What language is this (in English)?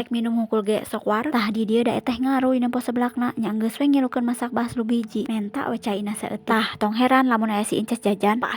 Sundanese